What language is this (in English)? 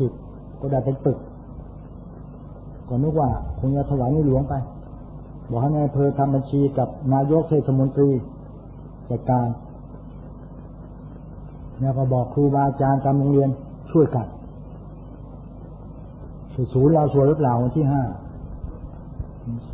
Thai